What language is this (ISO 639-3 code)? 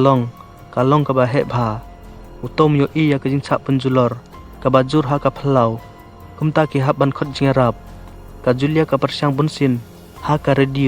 kha